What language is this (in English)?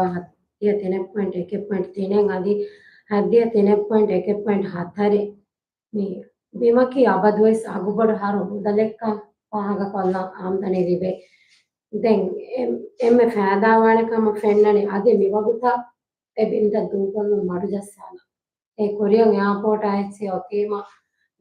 Divehi